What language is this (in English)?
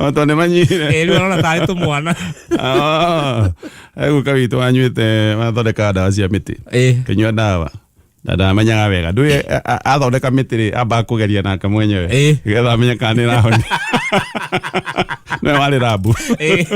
Kikuyu